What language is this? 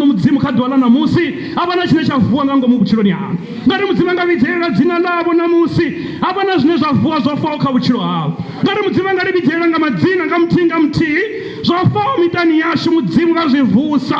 Venda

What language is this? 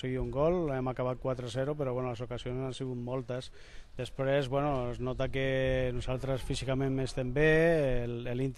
Catalan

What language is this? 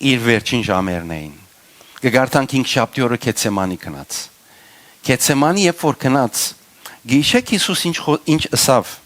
Western Armenian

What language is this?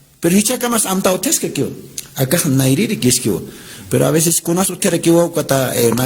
Aymara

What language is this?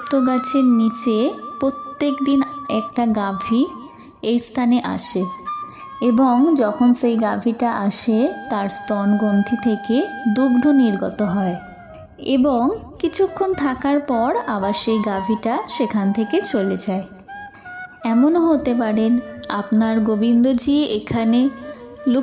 Bangla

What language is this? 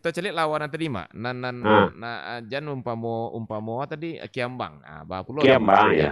Minangkabau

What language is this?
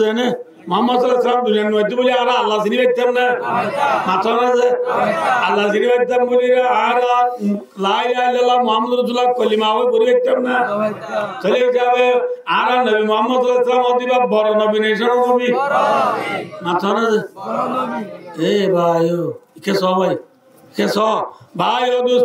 Rohingya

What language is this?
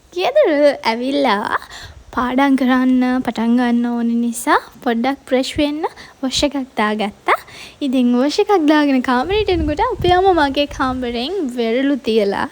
Sinhala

